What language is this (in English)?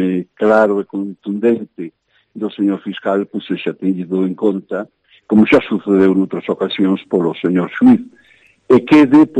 Galician